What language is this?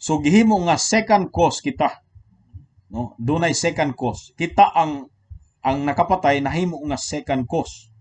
Cebuano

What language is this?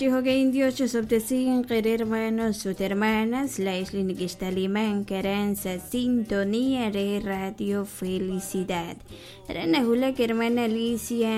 Kekchí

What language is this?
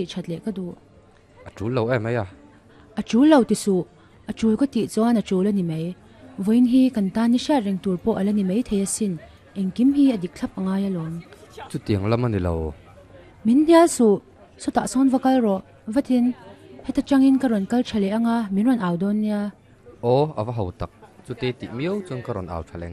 Mizo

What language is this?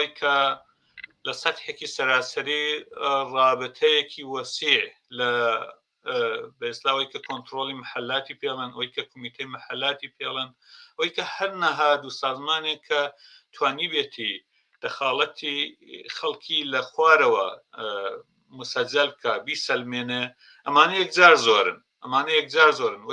Central Kurdish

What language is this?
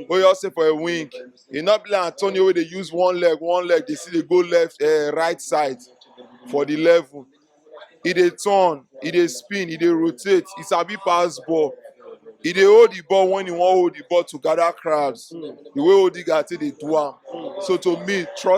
Nigerian Pidgin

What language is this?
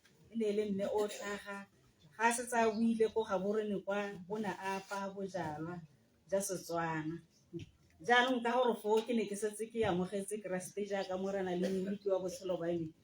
Tswana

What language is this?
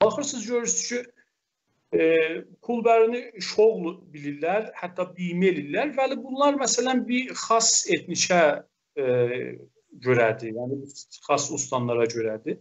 South Azerbaijani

